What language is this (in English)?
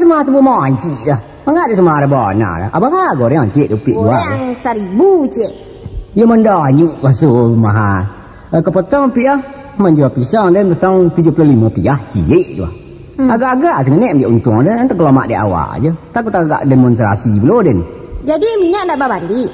Minangkabau